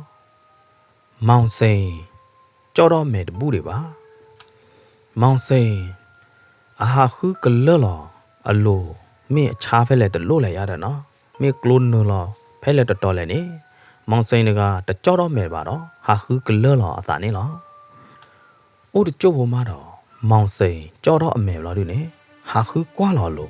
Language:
S'gaw Karen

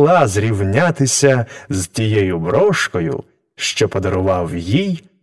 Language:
Ukrainian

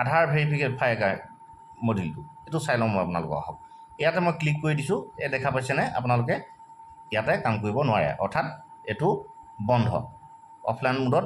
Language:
Assamese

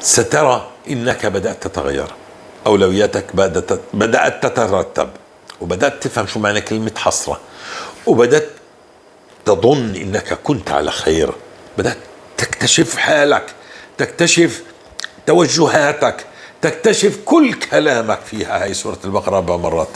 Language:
North Levantine Arabic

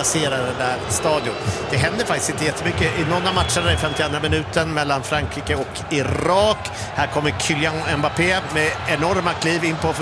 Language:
Swedish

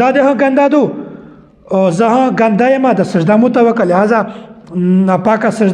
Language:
Pashto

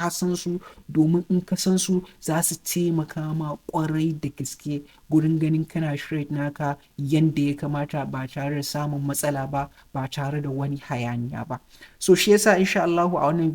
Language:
Hausa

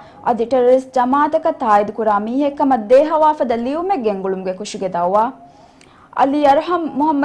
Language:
Divehi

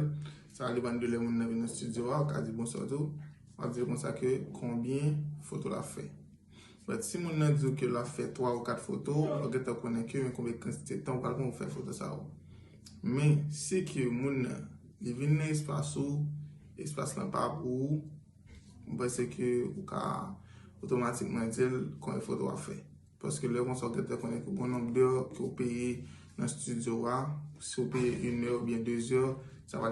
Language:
Haitian Creole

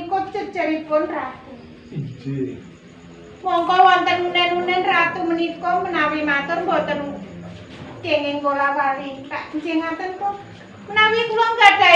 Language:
Javanese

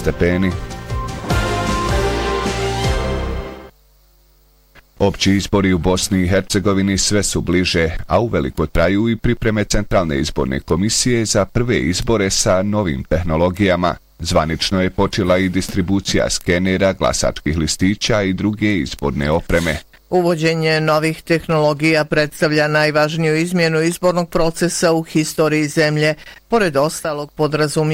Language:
Bosnian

